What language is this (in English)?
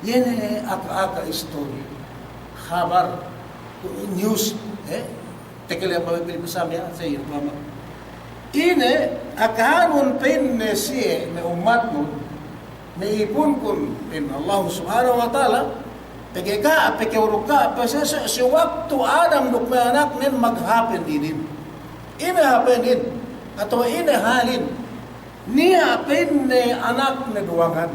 Yakan